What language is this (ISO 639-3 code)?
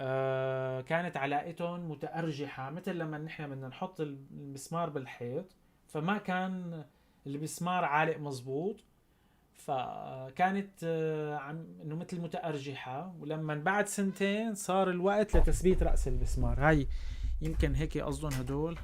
apc